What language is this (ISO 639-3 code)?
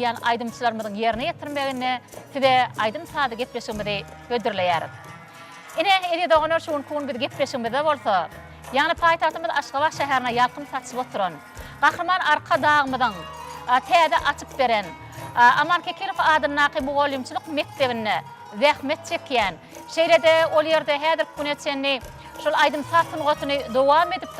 tuk